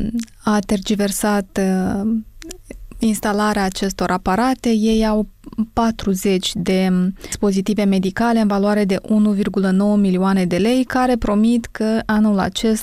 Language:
Romanian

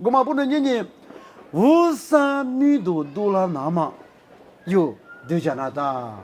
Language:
Lisu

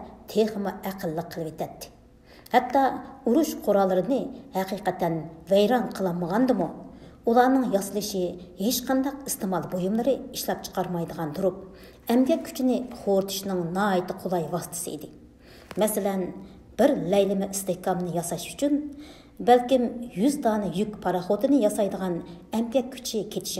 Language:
Uyghur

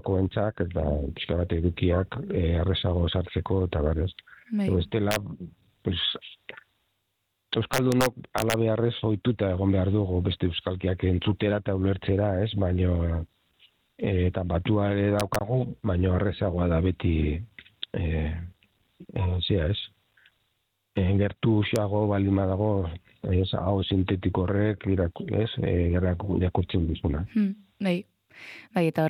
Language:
Basque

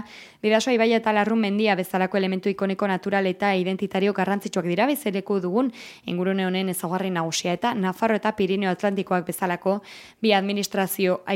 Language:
Basque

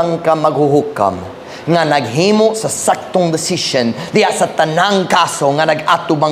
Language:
Cebuano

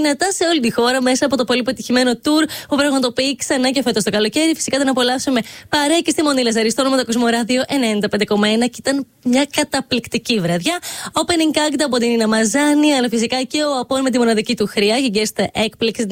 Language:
Greek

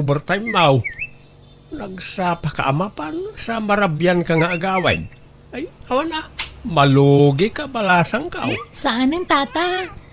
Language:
Iloko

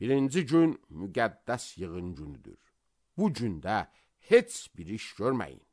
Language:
Azerbaijani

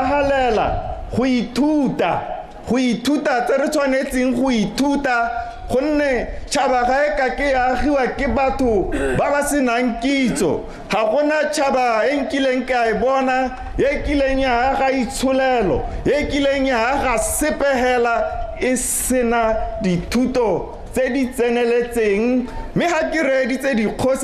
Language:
Tswana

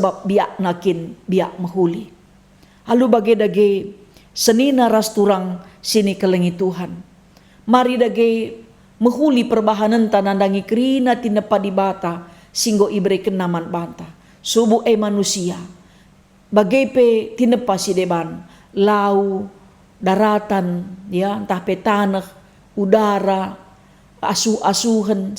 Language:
Batak Karo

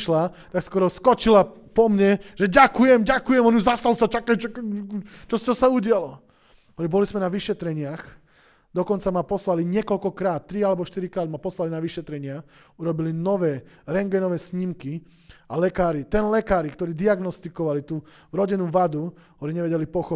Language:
Slovak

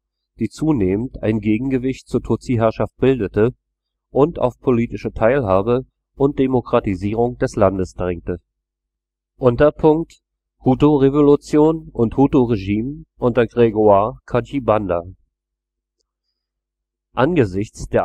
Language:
German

